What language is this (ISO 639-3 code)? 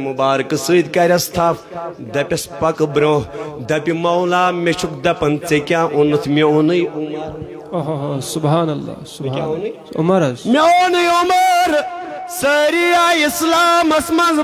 kas